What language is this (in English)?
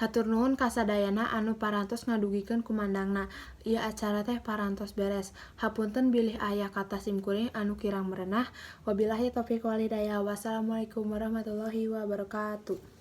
Sundanese